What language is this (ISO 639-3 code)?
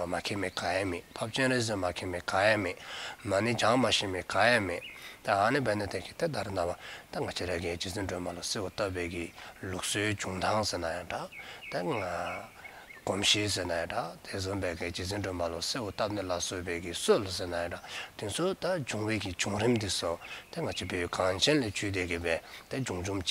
dzo